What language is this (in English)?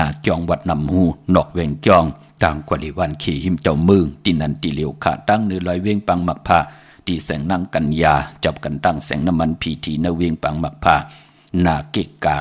Shan